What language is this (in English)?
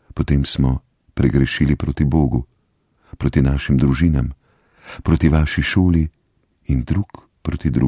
Slovenian